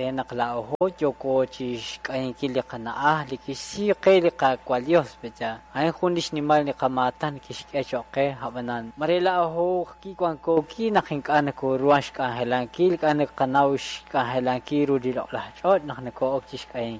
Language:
Kekchí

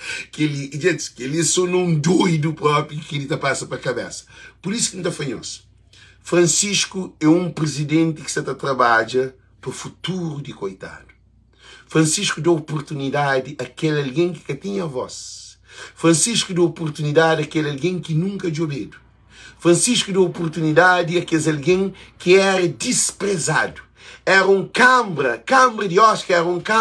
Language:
Kabuverdianu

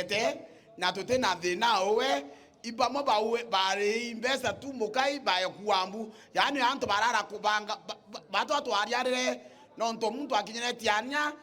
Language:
Meru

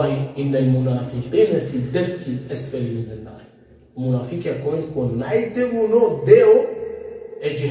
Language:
Balkan Romani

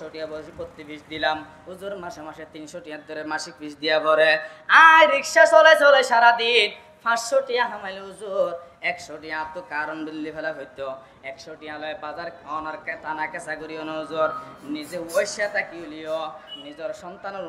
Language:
Rohingya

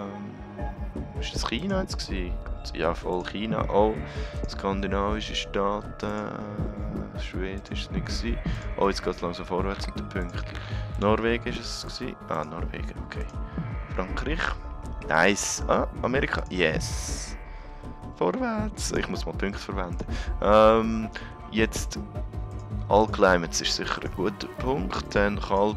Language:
Swiss German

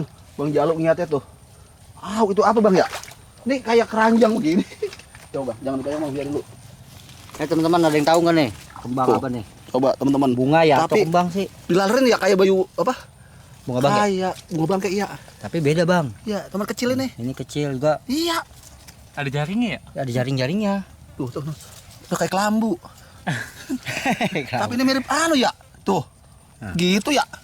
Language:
Betawi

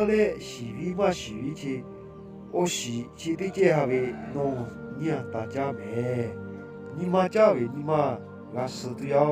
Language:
Lahu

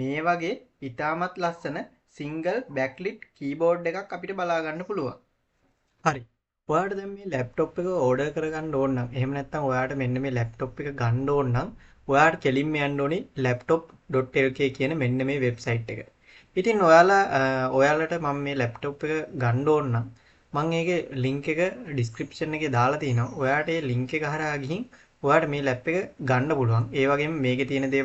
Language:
Sinhala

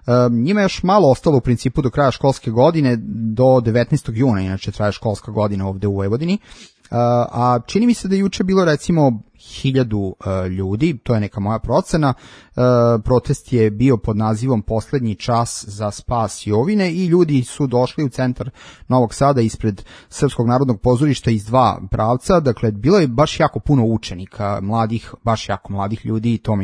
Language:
Serbian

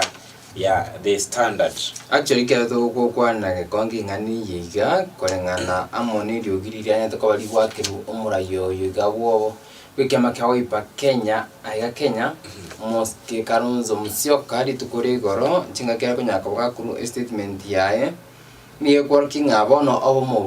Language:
Gusii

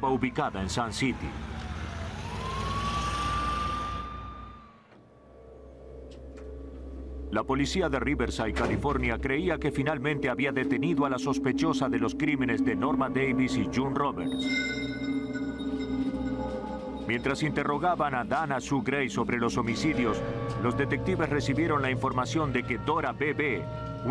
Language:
Spanish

